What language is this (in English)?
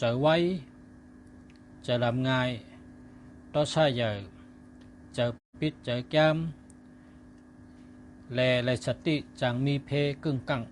Shan